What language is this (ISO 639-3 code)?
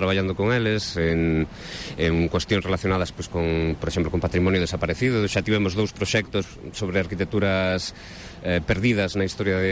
glg